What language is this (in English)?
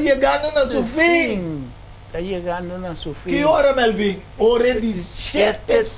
Papiamento